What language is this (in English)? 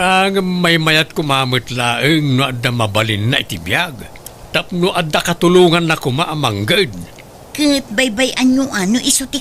Iloko